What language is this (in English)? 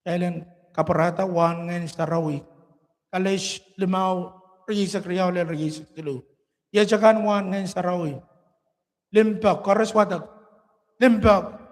Pohnpeian